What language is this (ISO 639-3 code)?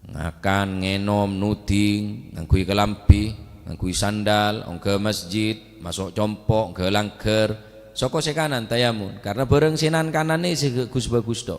mad